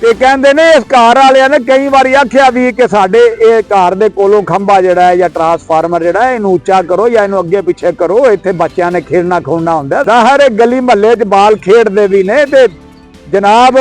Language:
Western Panjabi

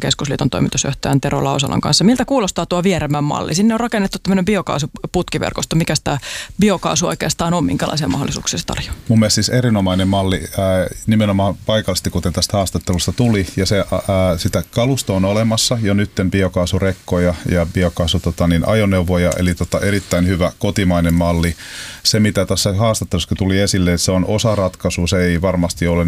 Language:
Finnish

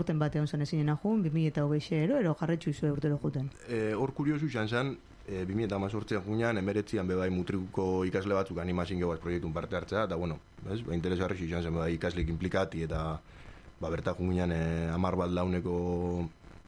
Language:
Basque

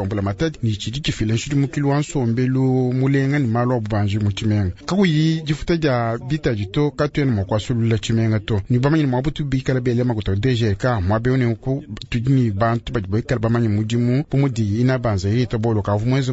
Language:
Luba-Lulua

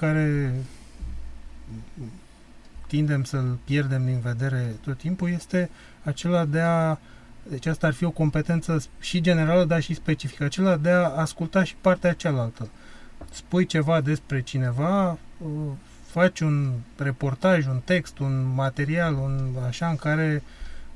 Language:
Romanian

